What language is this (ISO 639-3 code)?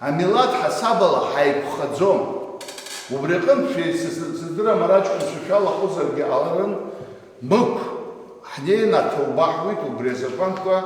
abk